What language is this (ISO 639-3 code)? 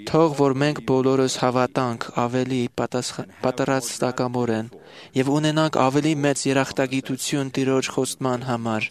hye